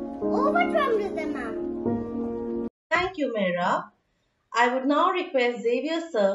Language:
English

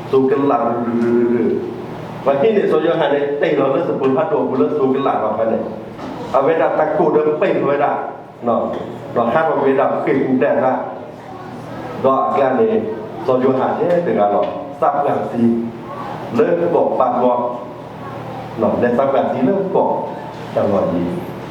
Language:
S'gaw Karen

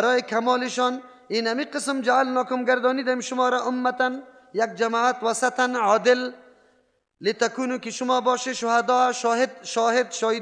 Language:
Persian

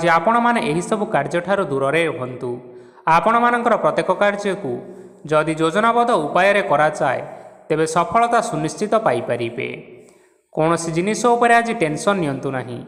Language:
Odia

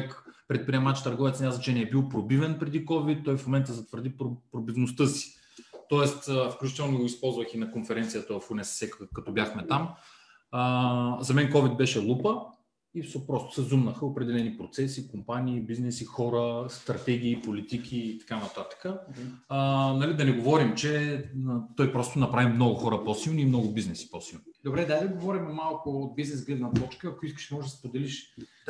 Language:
Bulgarian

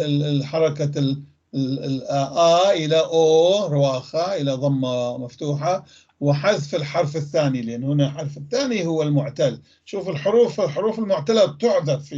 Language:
North Levantine Arabic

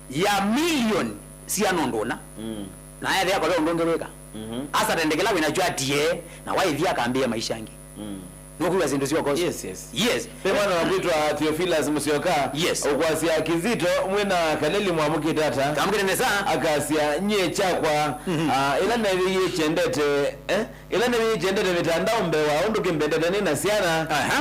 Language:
Kamba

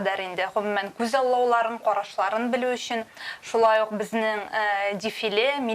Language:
Tatar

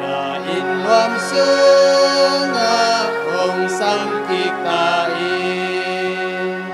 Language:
Tedim Chin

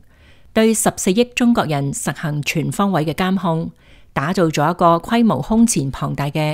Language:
Cantonese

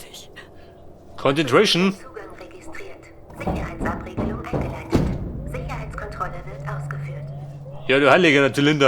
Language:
Bavarian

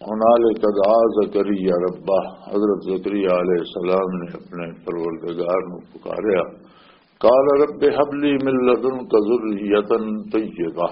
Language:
Western Panjabi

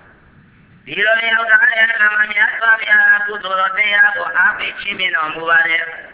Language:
Burmese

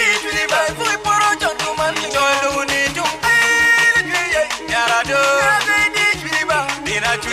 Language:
Acoli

